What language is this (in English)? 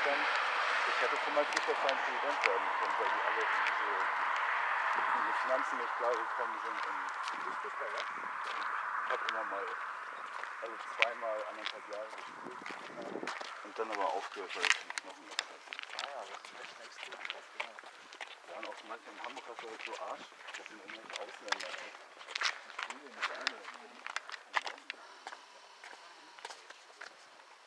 German